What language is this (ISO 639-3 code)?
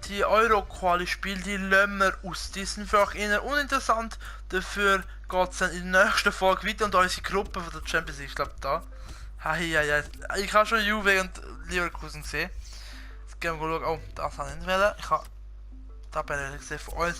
gsw